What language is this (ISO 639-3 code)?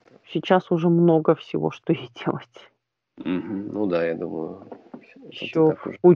rus